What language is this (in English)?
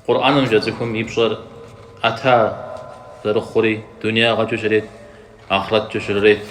Kabardian